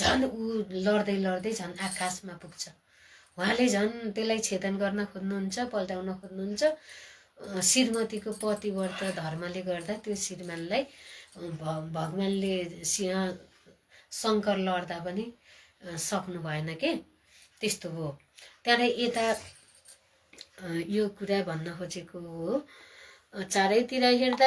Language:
Nepali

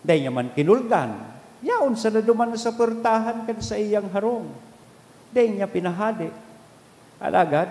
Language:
Bikol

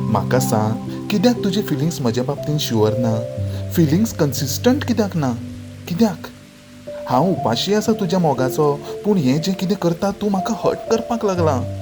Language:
Konkani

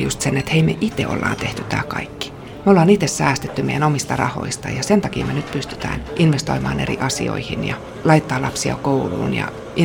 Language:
Finnish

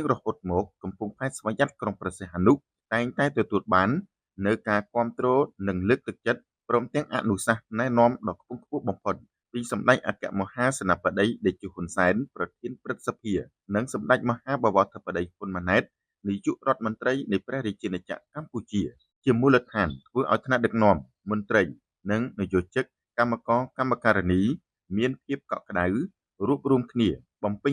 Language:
Khmer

